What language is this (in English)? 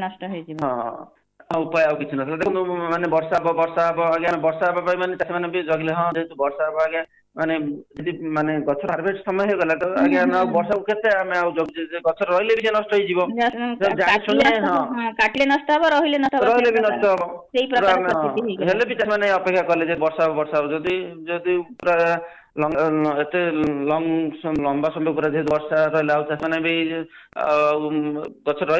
Odia